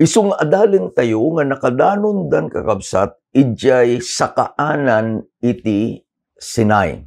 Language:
Iloko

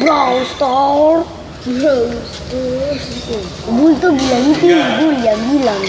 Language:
Ambonese Malay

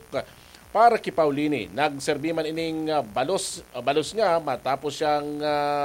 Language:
Bikol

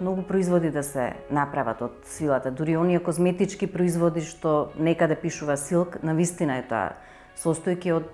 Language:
Macedonian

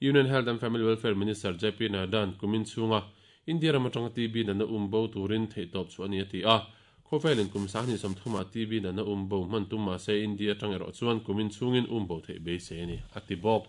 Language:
Mizo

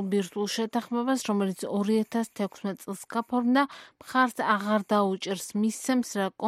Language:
Georgian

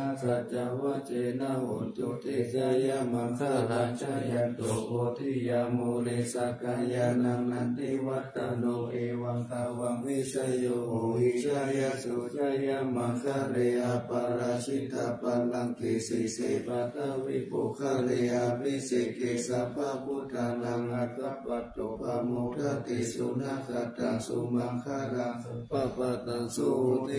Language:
Pali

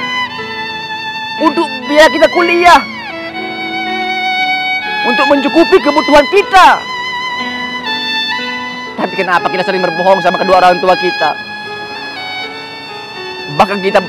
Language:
Indonesian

